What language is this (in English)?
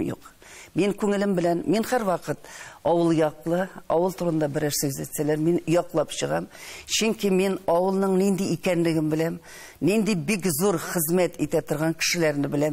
Tatar